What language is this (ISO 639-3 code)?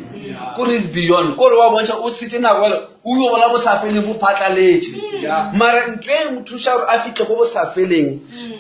nso